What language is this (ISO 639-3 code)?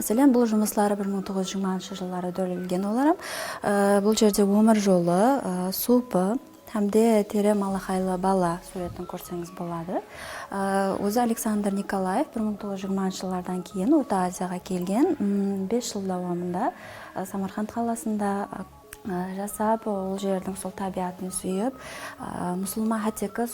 kaa